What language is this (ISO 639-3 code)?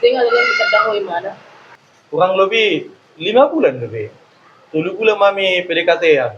bbc